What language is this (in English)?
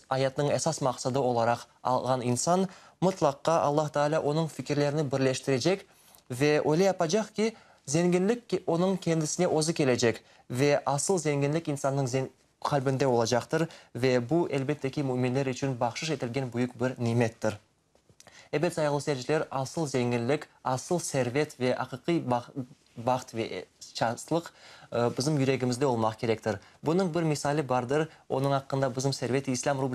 Crimean Tatar